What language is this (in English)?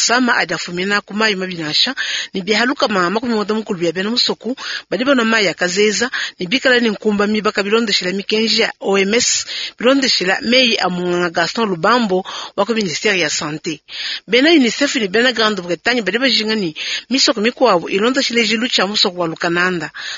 Luba-Lulua